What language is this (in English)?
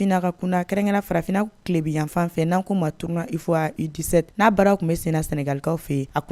Bambara